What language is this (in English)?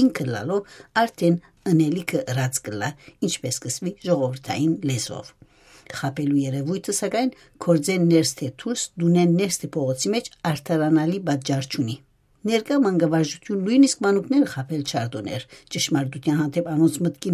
Western Armenian